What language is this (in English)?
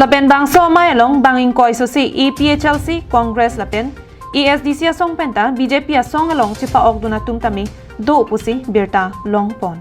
Karbi